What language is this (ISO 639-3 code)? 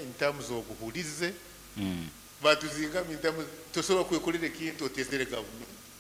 nyo